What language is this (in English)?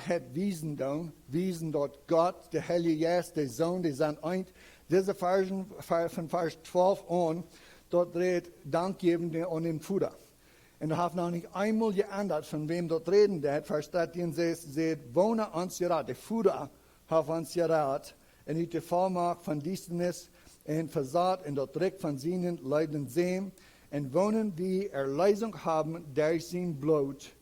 Plautdietsch